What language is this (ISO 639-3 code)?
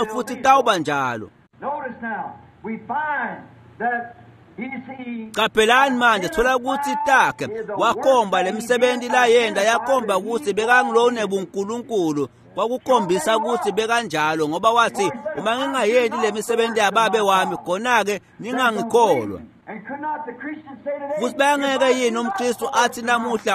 ssw